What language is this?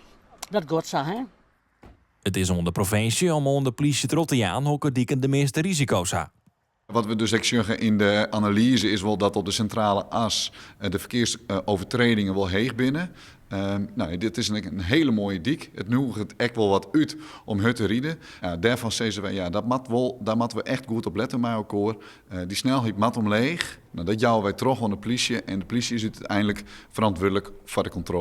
Western Frisian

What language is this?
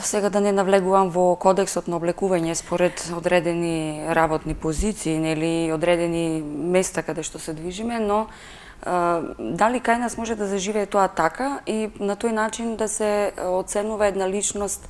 Macedonian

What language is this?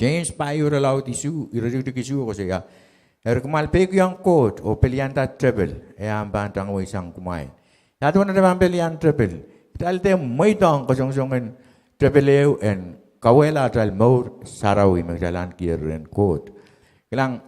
Pohnpeian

